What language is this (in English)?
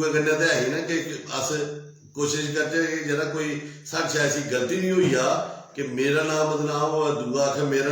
Dogri